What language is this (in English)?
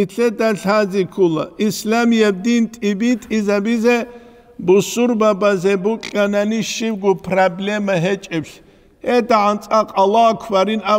Avaric